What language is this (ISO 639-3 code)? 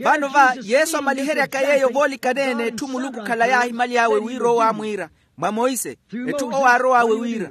vmw